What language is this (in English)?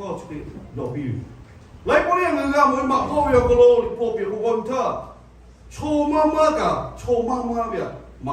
Lahu